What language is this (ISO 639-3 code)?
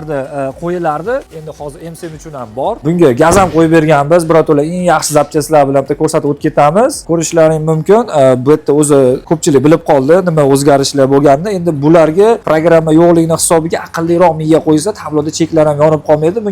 uzb